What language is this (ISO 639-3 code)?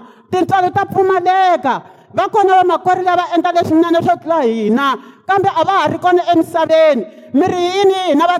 tso